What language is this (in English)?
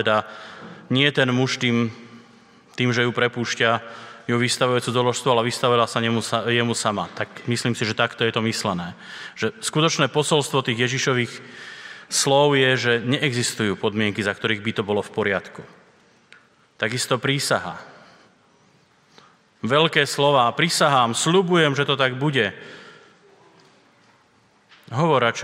Slovak